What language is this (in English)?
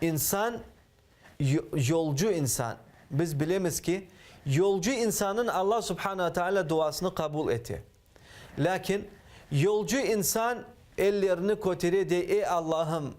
Crimean Tatar